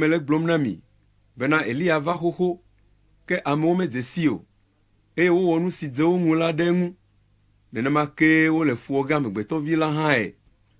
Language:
Ewe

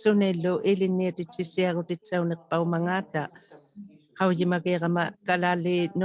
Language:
Inuktitut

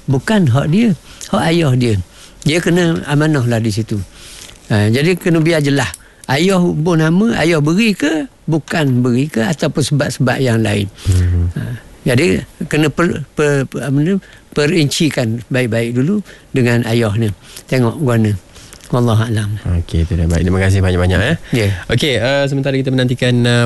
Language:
Malay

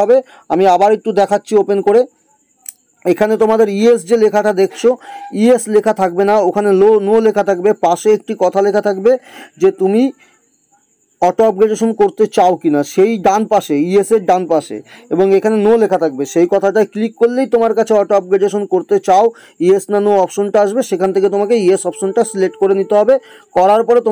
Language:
Bangla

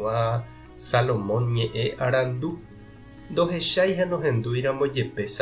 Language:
Guarani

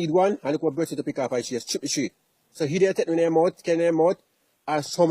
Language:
Jamaican Creole English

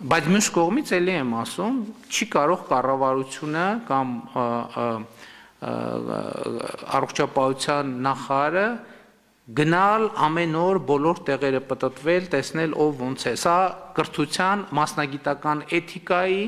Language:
Armenian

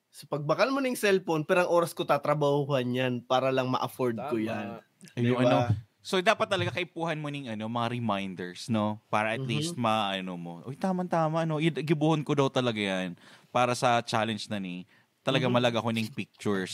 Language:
Bikol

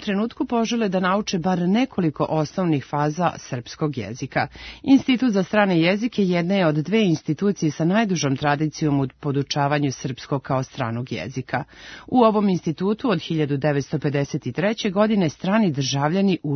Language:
Serbian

